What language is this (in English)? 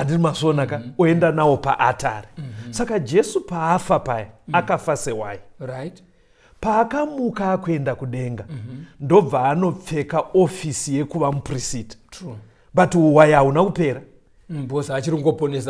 Shona